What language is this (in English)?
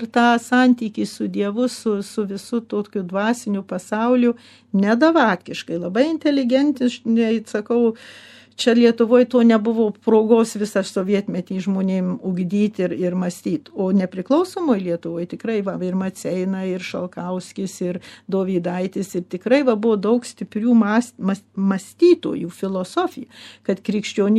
Lithuanian